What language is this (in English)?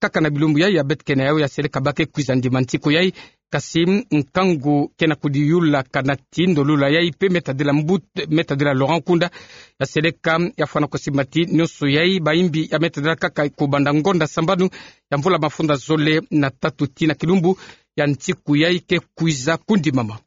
Kituba (Democratic Republic of Congo)